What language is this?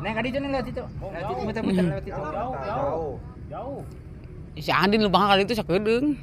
Sundanese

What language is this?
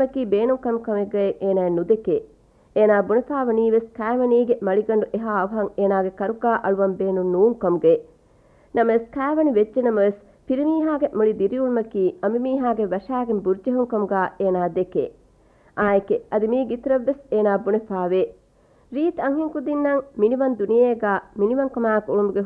Divehi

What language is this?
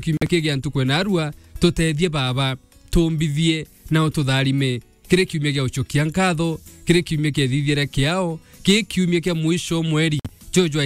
Meru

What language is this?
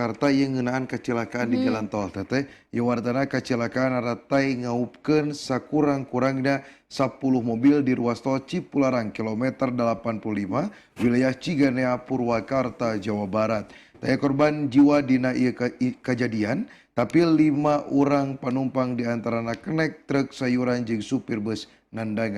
Sundanese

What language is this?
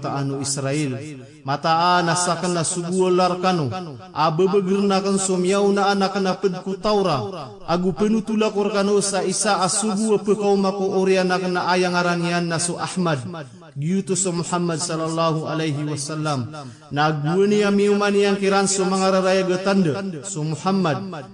Maranao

